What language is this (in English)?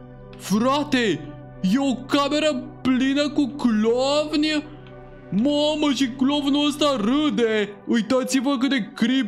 Romanian